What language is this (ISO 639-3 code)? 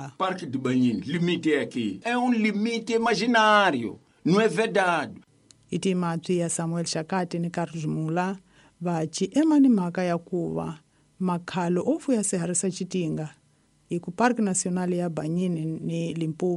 tso